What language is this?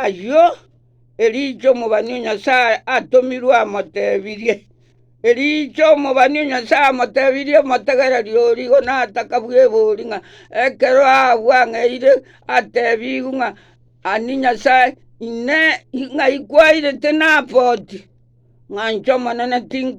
Gusii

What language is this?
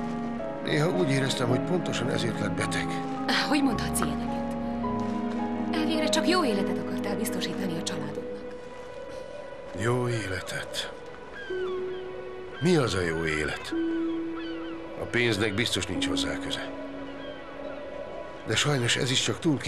Hungarian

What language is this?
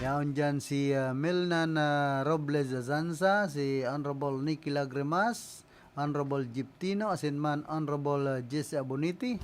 Bikol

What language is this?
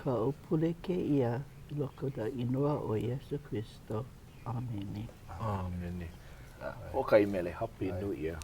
Hawaiian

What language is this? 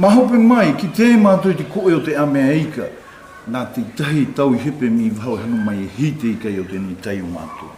South Marquesan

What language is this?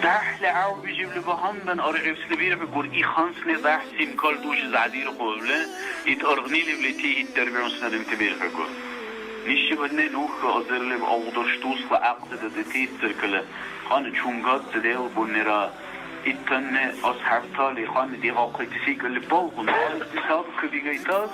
Dargwa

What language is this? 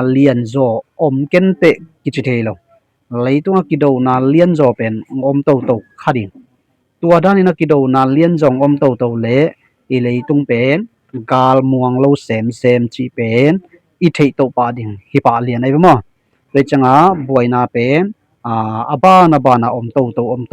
Tedim Chin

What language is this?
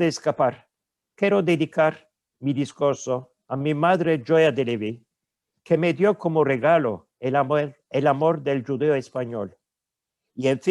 Ladino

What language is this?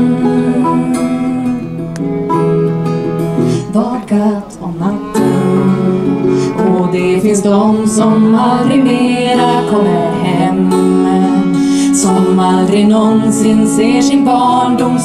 Swedish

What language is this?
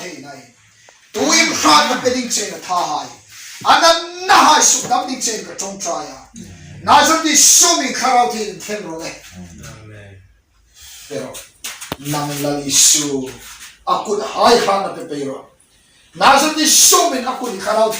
Hmar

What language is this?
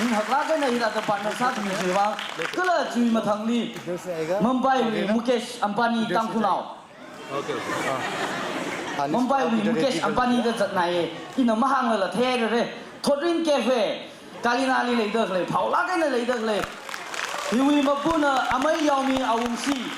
Tangkhul Naga (India)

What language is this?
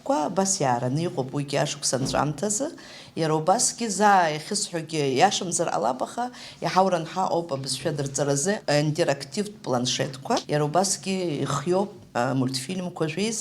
Abkhazian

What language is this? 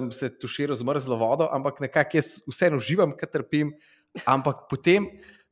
Slovenian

